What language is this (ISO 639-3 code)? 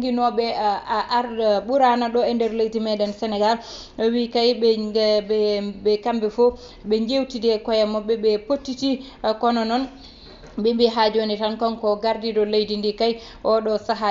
ful